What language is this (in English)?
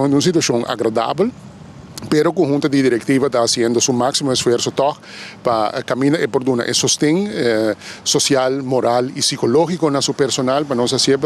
Papiamento